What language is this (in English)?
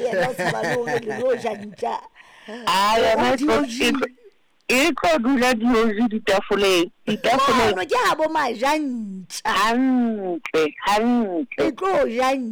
Southern Sotho